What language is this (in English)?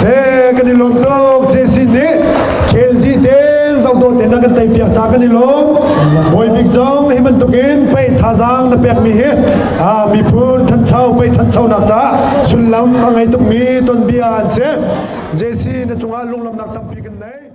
Hakha Chin